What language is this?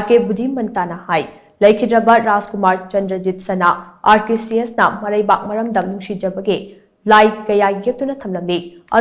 Manipuri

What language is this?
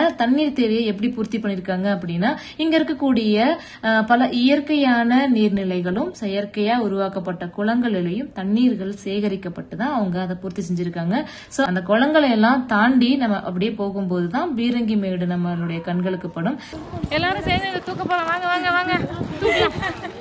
Tamil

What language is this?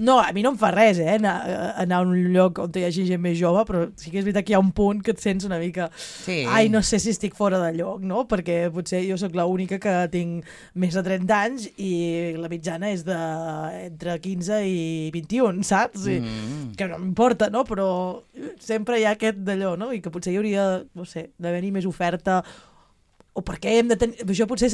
Catalan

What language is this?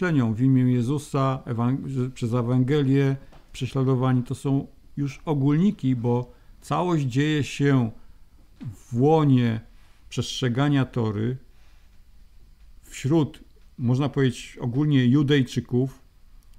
Polish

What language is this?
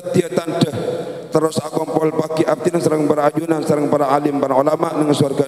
Madurese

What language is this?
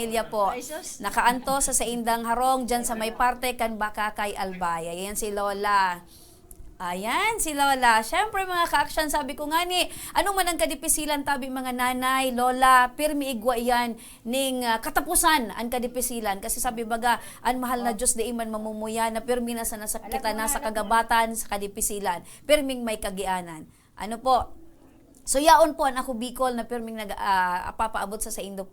Bikol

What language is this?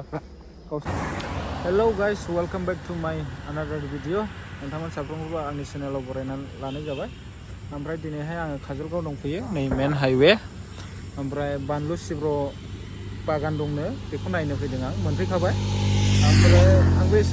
Bodo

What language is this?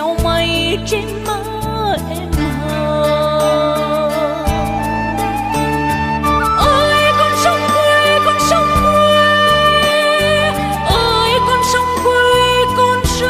Vietnamese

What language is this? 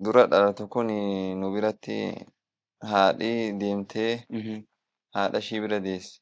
Oromo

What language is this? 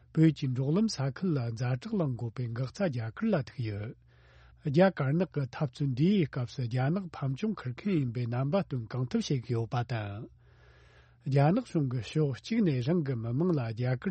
Tibetan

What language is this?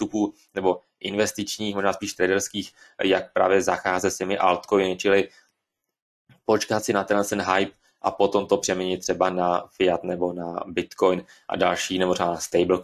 Czech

